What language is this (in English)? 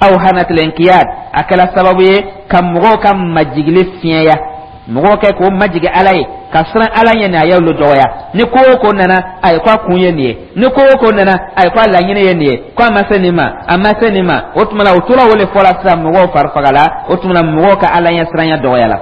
Dyula